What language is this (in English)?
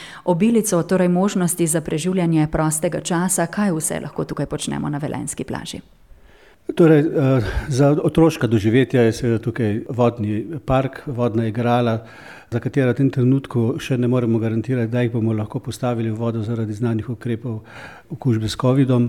Slovenian